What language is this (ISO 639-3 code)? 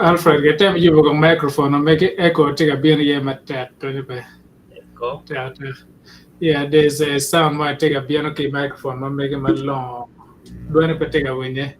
ach